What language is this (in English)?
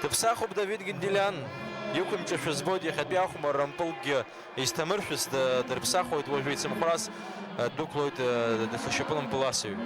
Abkhazian